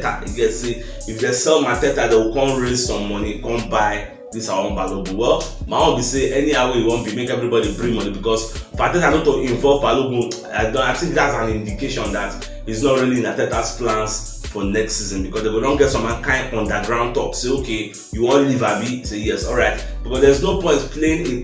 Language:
Nigerian Pidgin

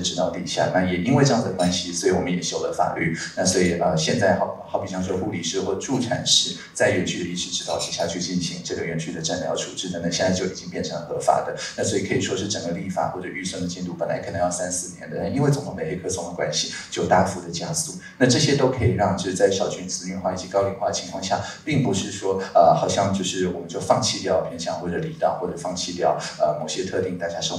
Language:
Chinese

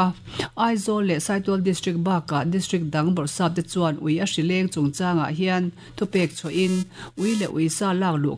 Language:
Mizo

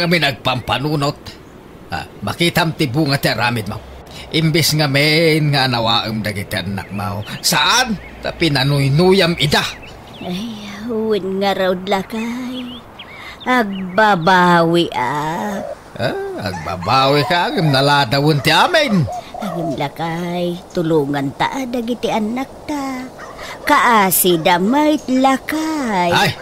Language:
Iloko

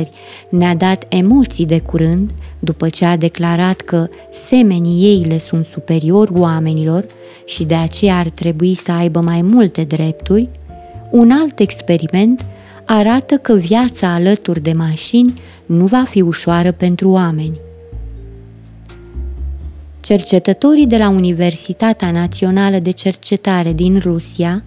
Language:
Romanian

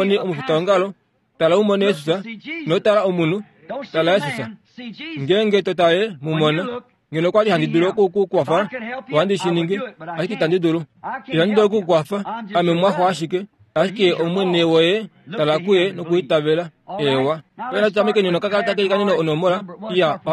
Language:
Kuanyama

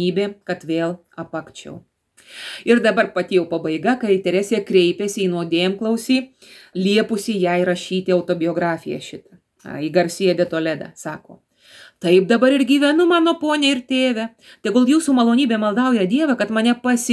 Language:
Lithuanian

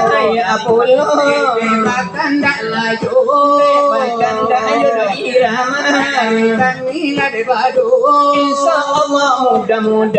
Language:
Minangkabau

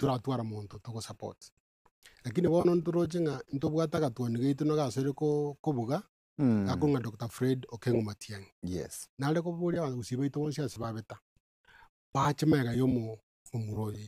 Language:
Gusii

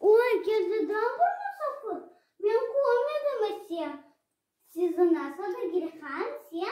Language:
Crimean Tatar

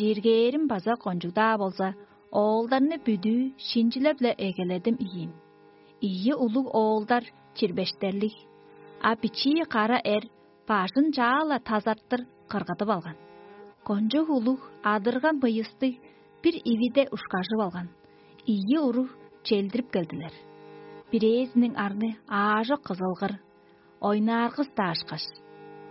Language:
Tuvinian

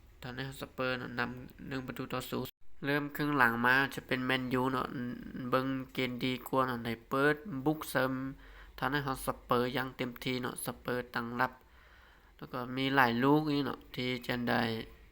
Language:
Lao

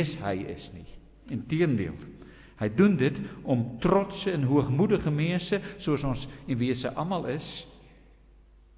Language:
Afrikaans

